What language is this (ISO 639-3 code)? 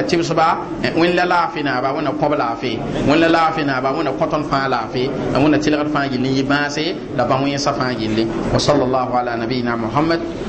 mos